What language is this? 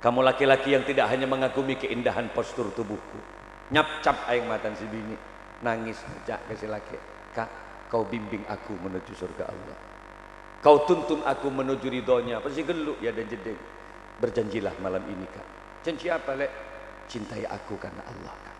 Madurese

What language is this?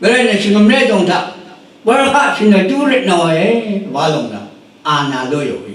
Rawang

